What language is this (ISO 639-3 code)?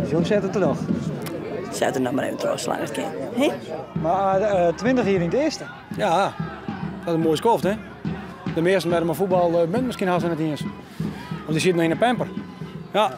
fry